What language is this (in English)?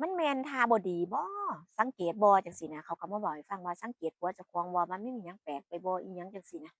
Northeastern Thai